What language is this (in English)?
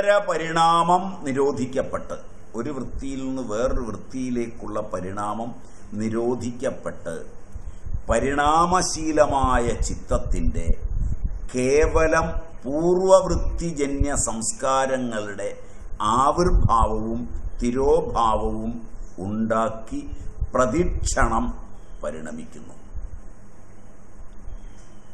Malayalam